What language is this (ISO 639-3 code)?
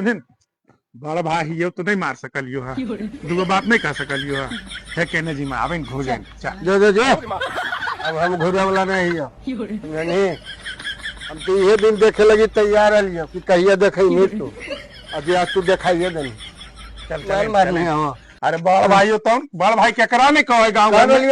mag